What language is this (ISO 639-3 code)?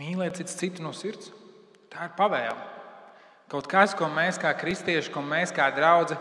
lav